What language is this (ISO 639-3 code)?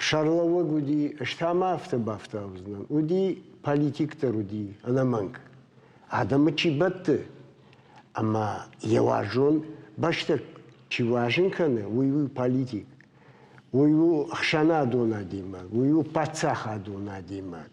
oss